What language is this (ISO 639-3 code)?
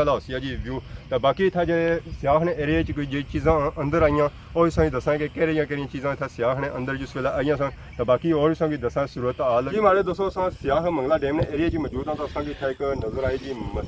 phr